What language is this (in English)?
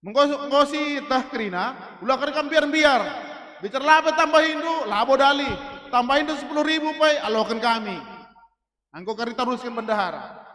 Batak Karo